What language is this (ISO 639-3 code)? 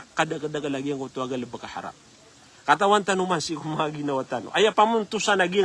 mrw